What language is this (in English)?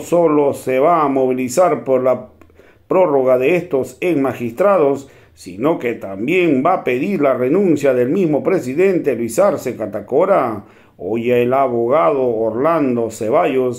Spanish